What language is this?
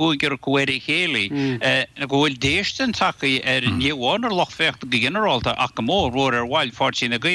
Irish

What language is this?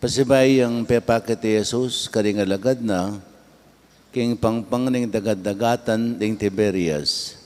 Pampanga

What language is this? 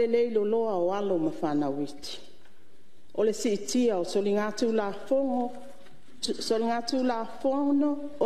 Samoan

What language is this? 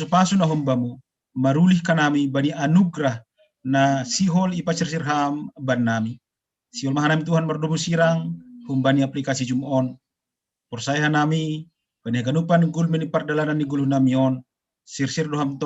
Batak Simalungun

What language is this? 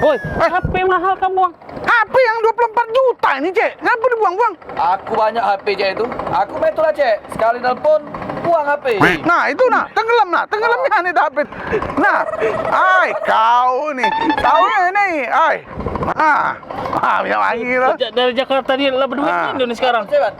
Musi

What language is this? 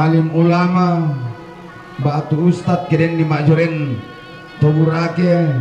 Toraja-Sa'dan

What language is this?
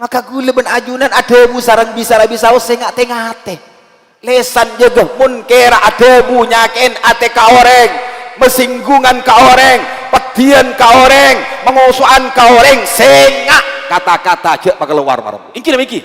Madurese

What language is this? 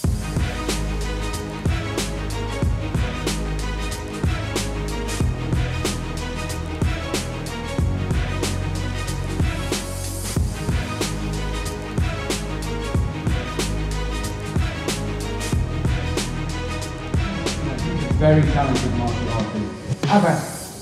Persian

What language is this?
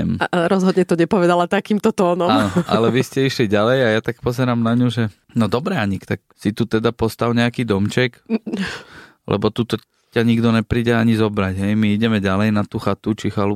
Slovak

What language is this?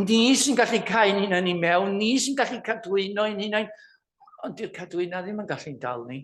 Welsh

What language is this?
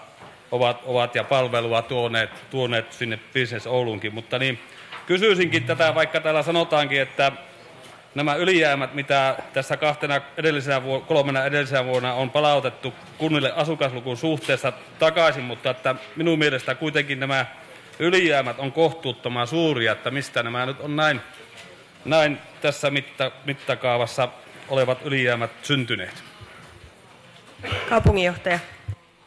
Finnish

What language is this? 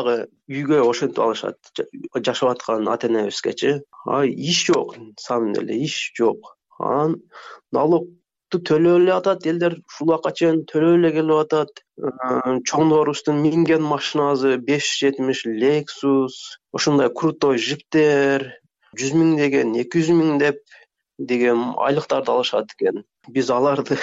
Kyrgyz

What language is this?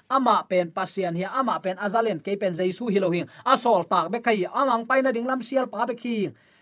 Tedim Chin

